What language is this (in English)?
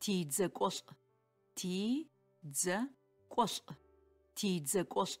Adyghe